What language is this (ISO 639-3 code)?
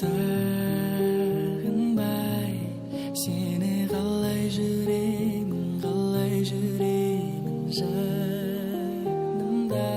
kaa